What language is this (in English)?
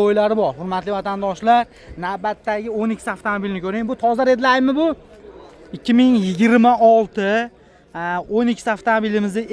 Uzbek